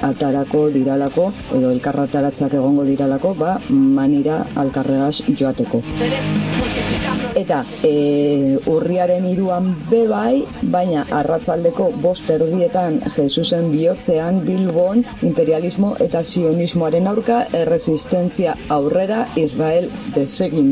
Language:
Basque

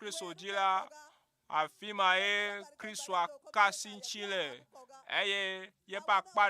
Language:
Ewe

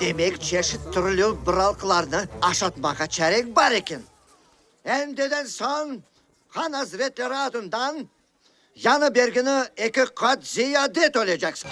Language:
Crimean Tatar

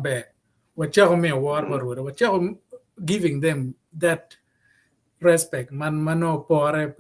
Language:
Acoli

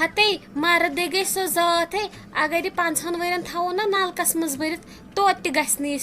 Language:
Kashmiri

